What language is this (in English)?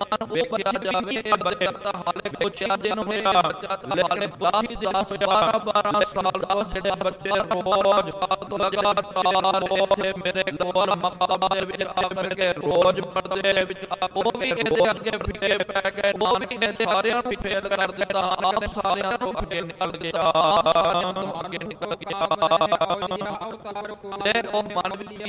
Punjabi